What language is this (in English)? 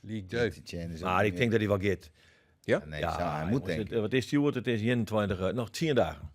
Western Frisian